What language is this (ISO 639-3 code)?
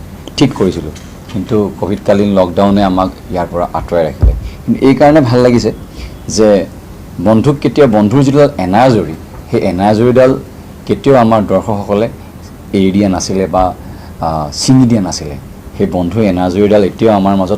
asm